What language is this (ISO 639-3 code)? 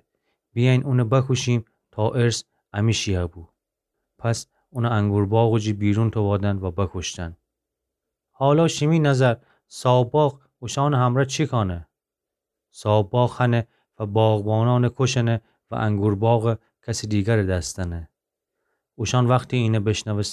glk